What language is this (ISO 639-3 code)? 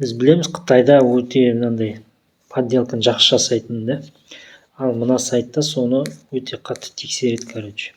kaz